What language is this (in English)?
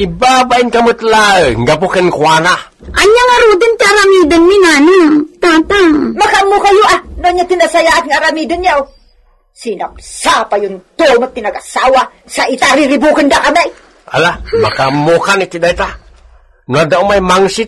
Iloko